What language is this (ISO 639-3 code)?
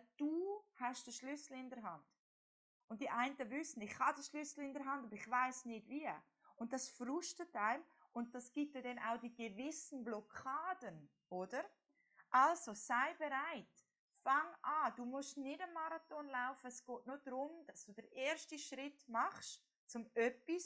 gsw